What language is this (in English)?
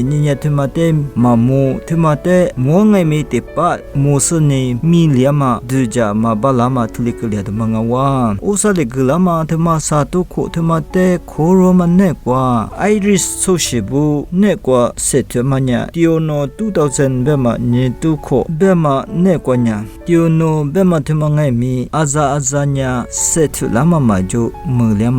Lisu